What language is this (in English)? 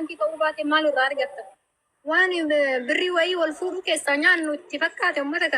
Oromo